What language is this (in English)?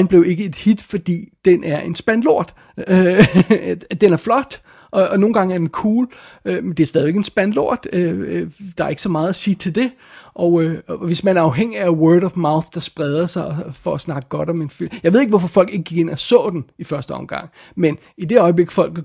Danish